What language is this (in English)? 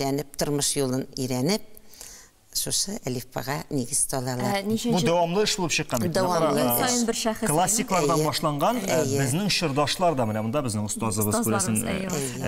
Tatar